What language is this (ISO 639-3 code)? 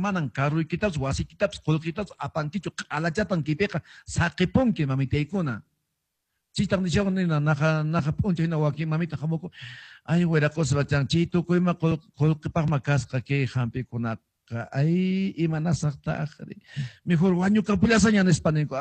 que